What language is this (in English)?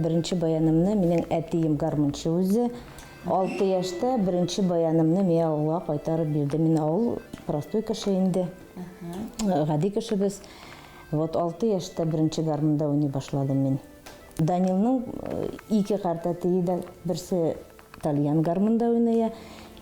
Tatar